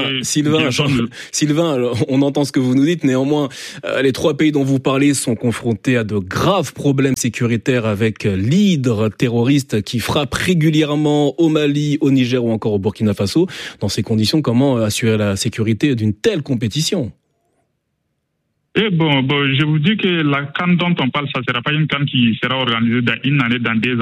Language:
French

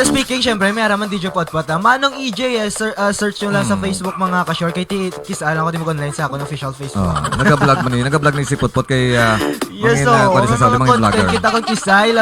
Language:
Hiligaynon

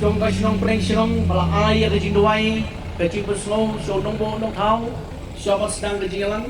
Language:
Khasi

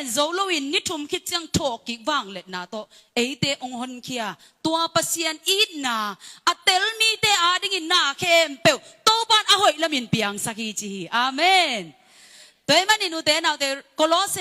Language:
Tedim Chin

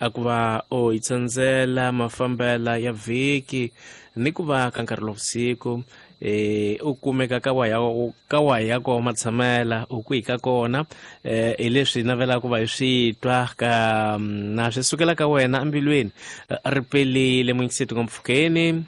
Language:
Tsonga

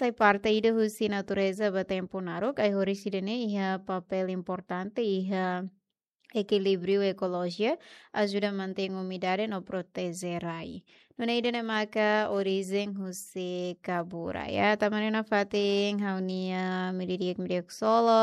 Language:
Tetum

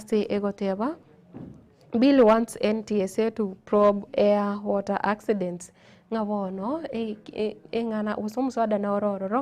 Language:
Gusii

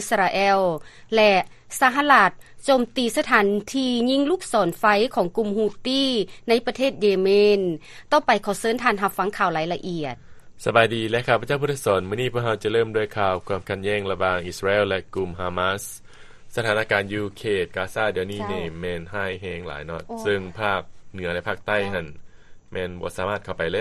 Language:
Lao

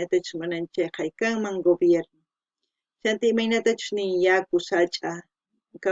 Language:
South Bolivian Quechua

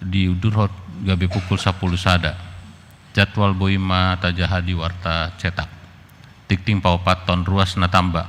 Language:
Batak Toba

